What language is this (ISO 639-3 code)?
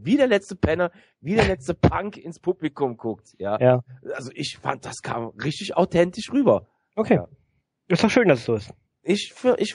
deu